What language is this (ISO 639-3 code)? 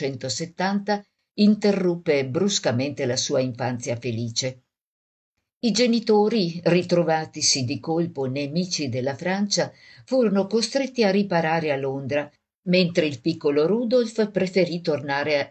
ita